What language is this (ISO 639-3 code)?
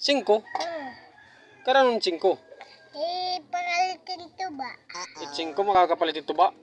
war